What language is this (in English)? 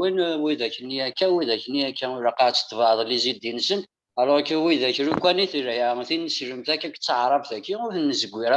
Kabyle